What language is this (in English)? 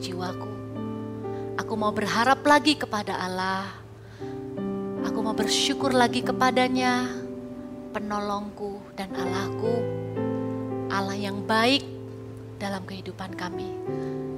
Indonesian